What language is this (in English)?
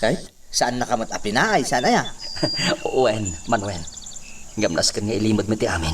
Iloko